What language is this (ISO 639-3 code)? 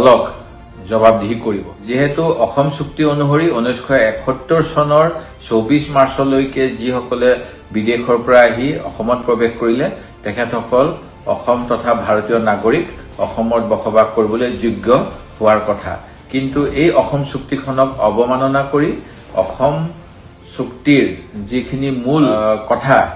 asm